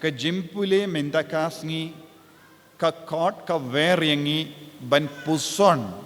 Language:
Khasi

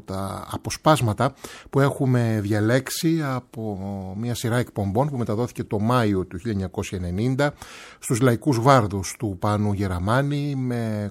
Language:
Greek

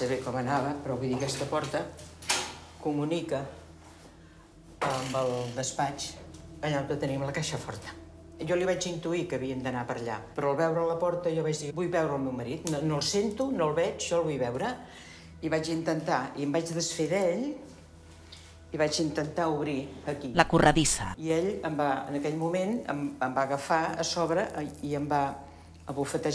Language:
Catalan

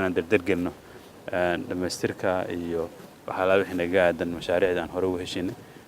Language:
Somali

